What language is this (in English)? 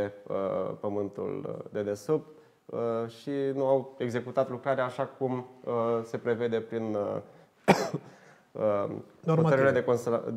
Romanian